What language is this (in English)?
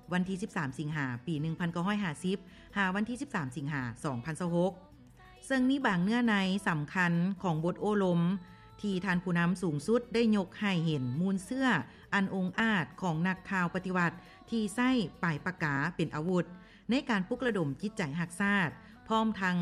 Lao